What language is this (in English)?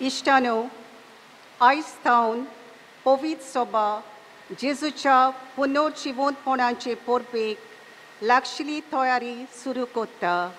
Konkani